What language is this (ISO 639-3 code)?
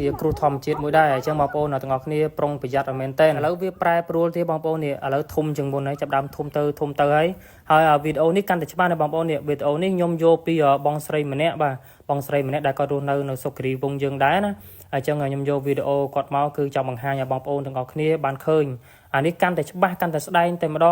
khm